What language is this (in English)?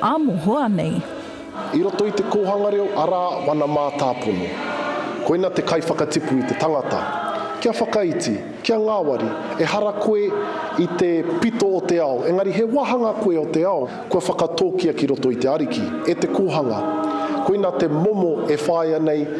Māori